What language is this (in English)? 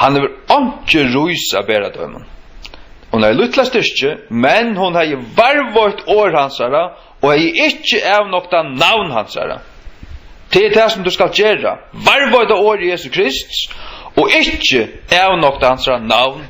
Faroese